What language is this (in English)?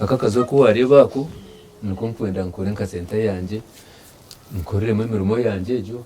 Nyankole